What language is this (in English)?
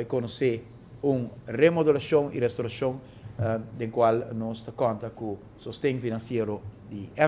Papiamento